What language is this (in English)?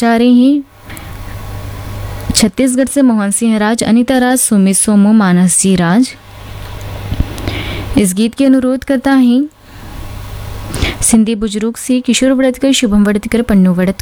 Hindi